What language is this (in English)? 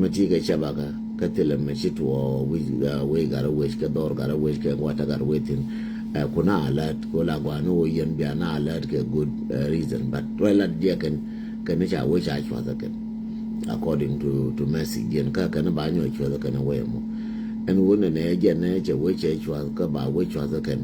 Nuer